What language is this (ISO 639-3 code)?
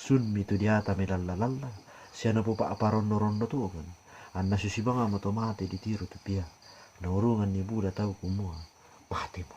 sda